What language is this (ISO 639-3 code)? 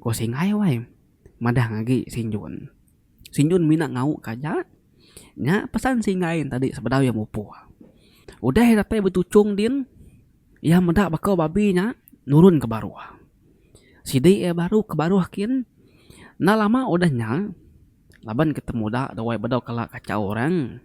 iba